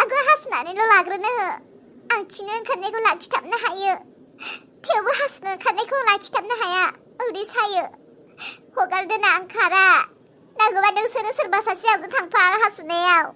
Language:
Bodo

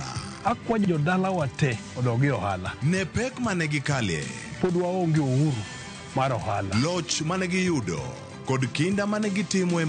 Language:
Luo (Kenya and Tanzania)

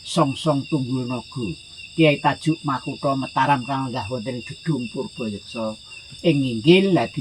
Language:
Javanese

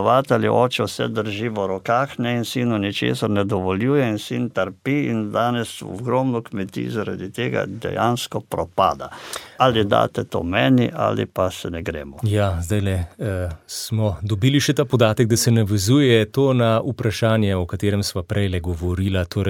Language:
Slovenian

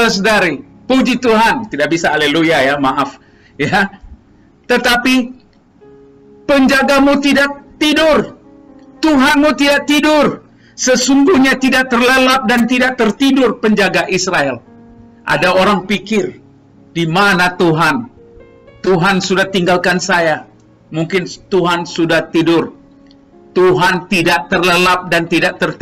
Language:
Indonesian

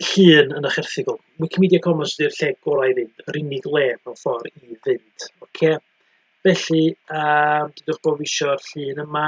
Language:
Welsh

